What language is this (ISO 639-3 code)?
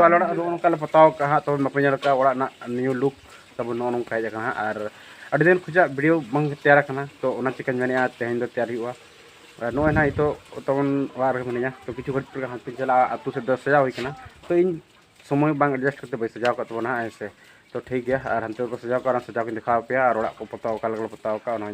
sat